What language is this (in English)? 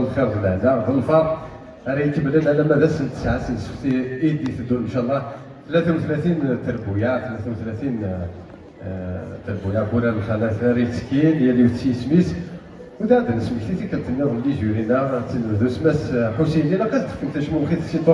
Kabyle